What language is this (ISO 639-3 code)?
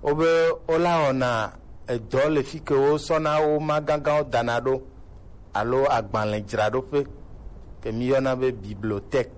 gej